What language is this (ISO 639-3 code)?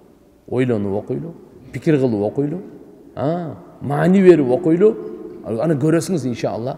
kir